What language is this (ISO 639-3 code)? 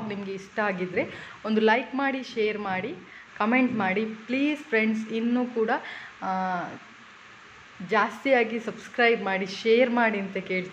kan